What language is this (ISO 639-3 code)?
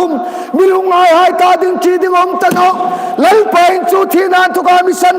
hmr